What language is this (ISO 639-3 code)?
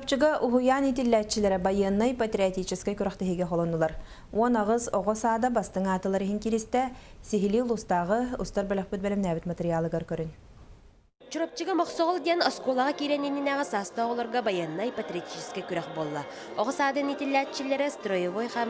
sah